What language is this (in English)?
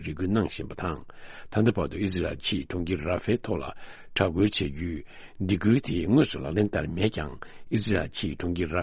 Tibetan